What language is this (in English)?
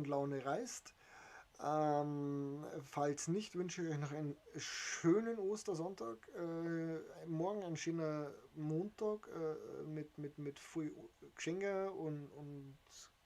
Bavarian